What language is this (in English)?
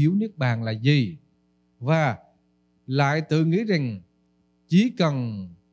Vietnamese